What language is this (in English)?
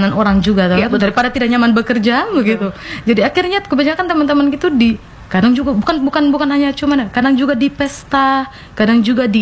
Indonesian